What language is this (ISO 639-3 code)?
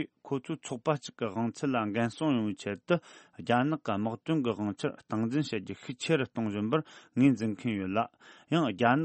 bod